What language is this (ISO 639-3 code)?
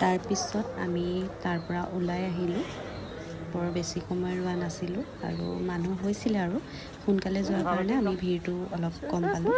asm